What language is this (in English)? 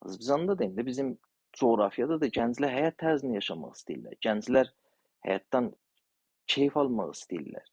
South Azerbaijani